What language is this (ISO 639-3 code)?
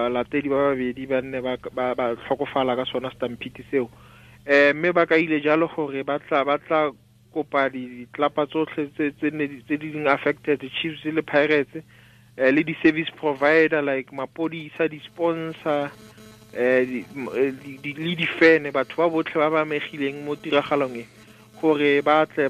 tsn